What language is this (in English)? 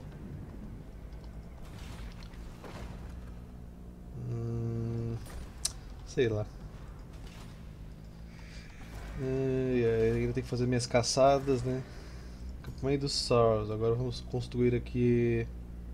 Portuguese